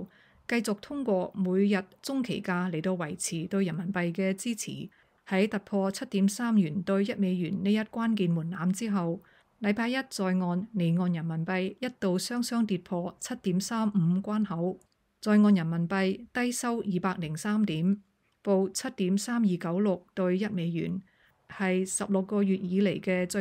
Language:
Cantonese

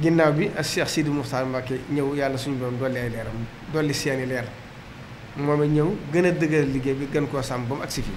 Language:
Wolof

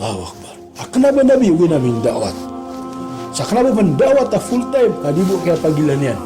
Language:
Maranao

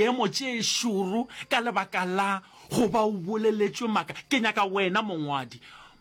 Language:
Northern Sotho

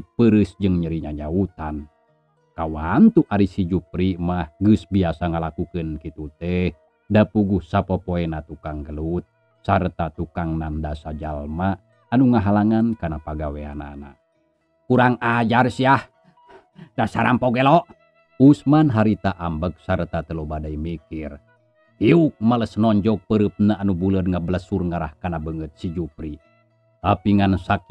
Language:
Sundanese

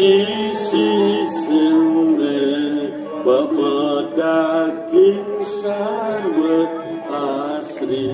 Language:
Balinese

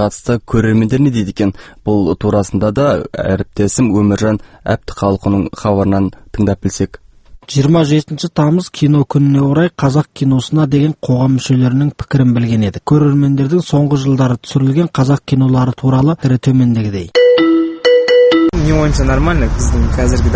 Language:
Kazakh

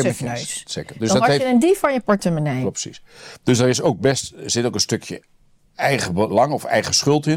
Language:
Dutch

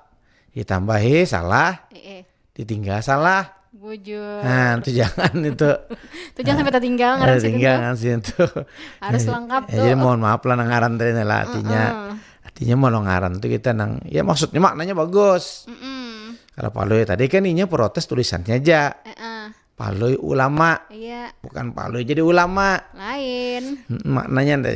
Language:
Banjar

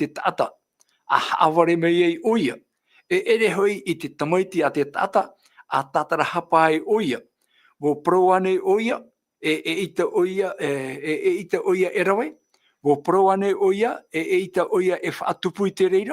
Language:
Tahitian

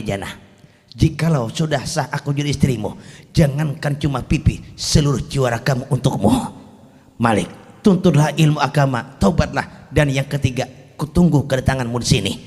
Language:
Banjar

